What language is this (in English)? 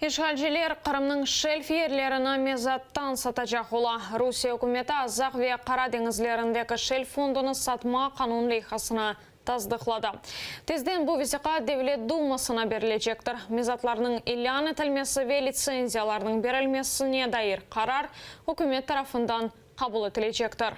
Crimean Tatar